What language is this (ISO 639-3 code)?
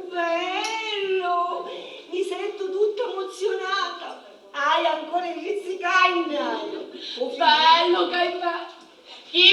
scn